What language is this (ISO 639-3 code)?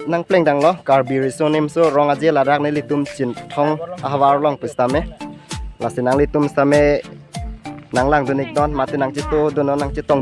mjw